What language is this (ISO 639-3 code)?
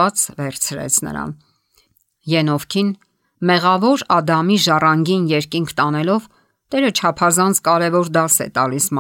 hye